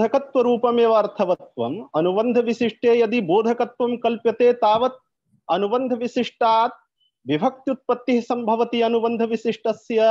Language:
Sanskrit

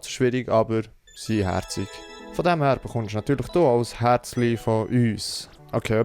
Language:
Swiss German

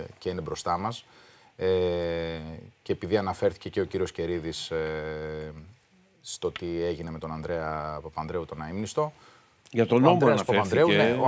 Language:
Greek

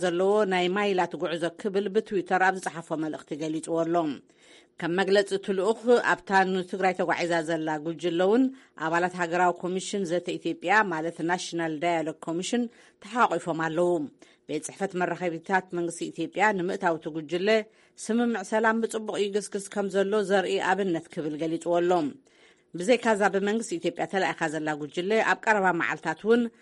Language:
Tigrinya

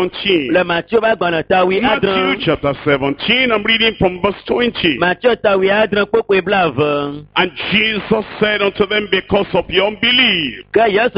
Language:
Ewe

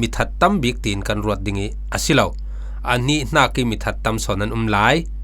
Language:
Falam Chin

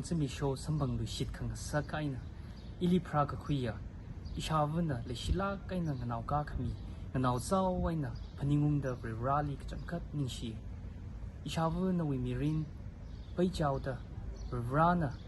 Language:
Tangkhul Naga (India)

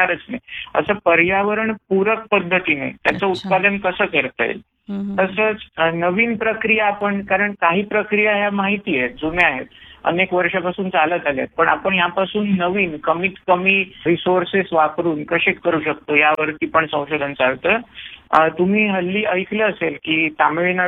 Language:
Marathi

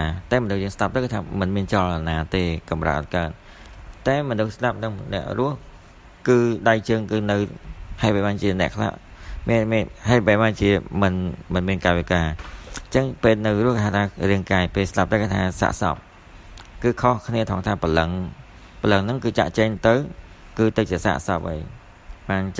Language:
Khmer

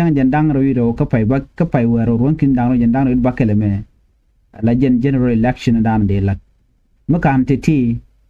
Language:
Nuer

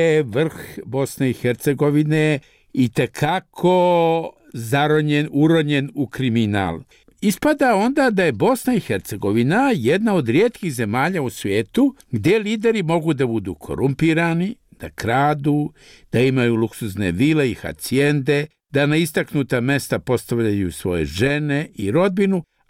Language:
Bosnian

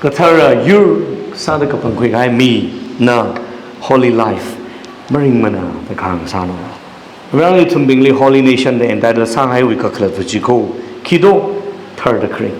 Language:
Tangkhul Naga (India)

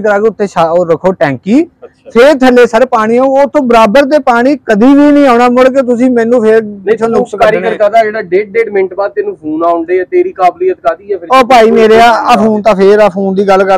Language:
Punjabi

